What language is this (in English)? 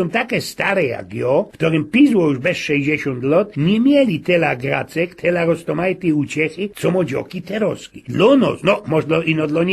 Silesian